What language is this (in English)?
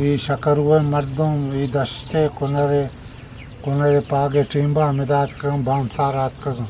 Eastern Balochi